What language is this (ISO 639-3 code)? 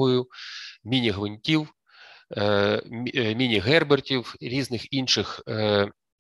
ukr